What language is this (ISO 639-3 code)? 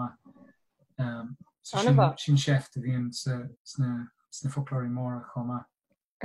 gle